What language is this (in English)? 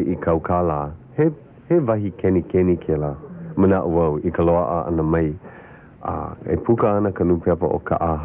Hawaiian